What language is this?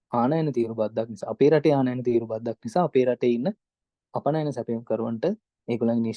Sinhala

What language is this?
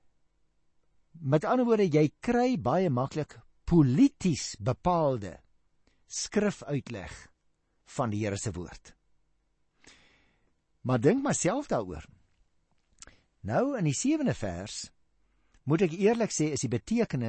Afrikaans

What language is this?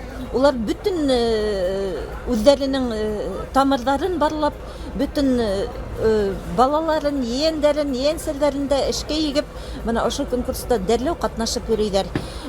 Bashkir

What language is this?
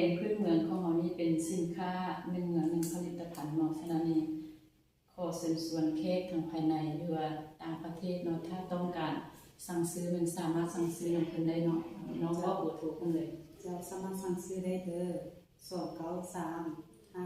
Lao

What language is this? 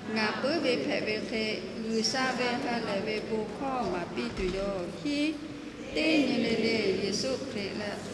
Lahu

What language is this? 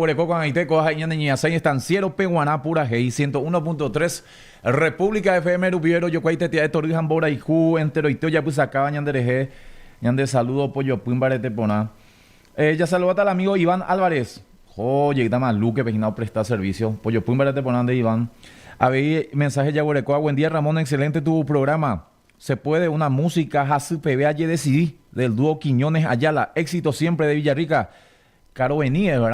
Guarani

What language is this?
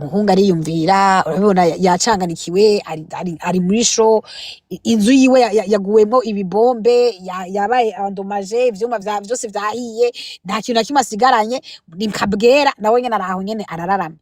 Rundi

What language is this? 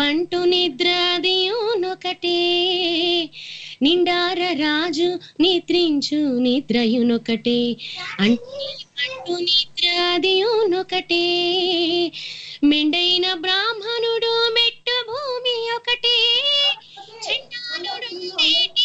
Telugu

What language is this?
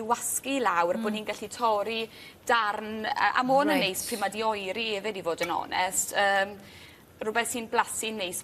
Welsh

